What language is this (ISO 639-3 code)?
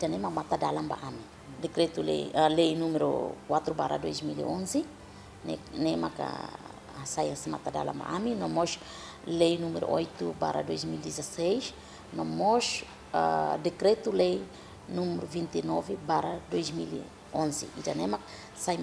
tet